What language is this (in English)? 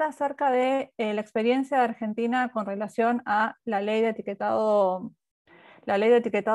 Spanish